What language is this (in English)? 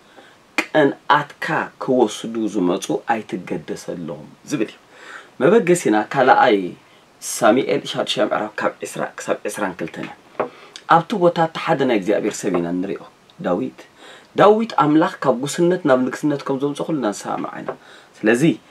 Tigrinya